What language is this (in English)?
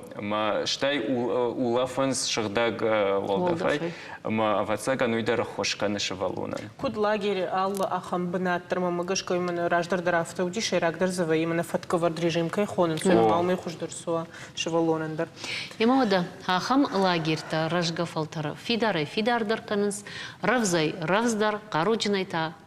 Ossetic